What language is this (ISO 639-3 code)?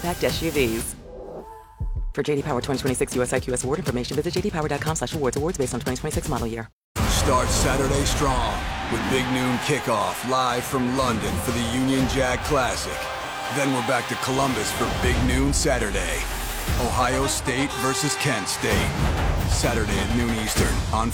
eng